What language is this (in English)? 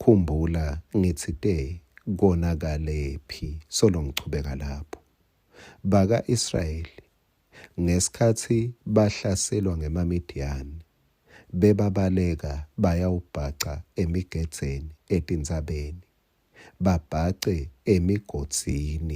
Swati